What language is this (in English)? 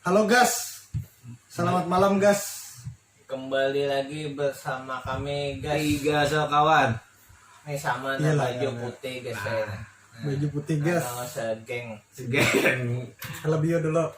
Banjar